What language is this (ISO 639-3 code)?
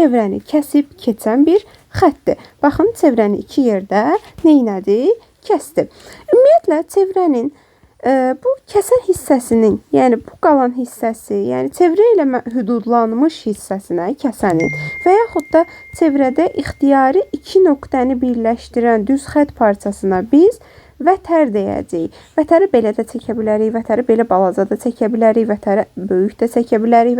aze